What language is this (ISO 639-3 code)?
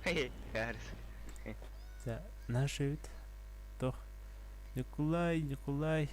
sah